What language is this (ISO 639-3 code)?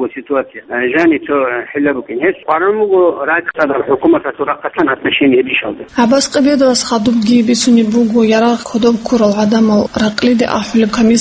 ava